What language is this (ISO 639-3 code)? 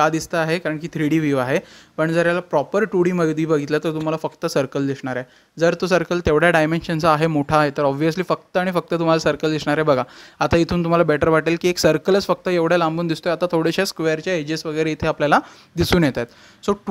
mar